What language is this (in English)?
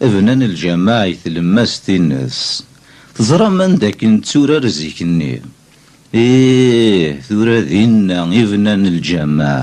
Kabyle